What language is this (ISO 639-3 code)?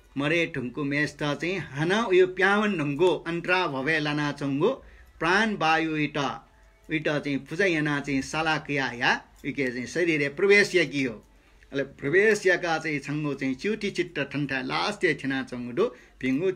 new